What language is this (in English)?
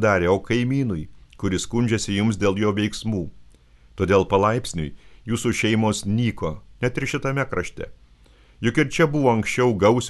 Lithuanian